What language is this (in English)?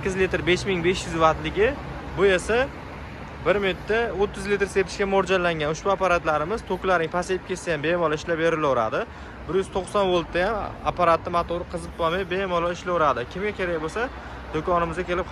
Uzbek